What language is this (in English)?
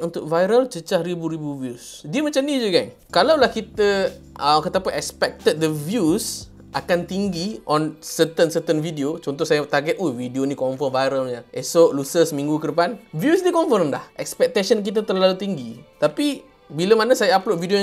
Malay